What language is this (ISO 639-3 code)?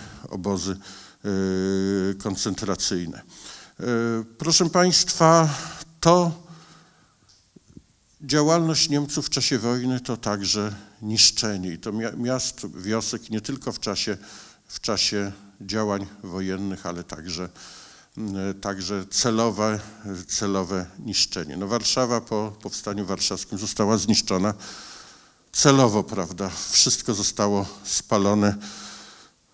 pol